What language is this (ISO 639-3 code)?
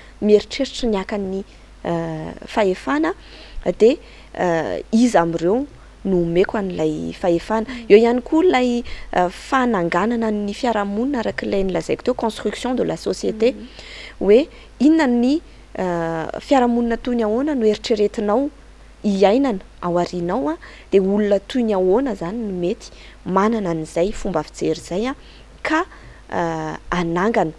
mlg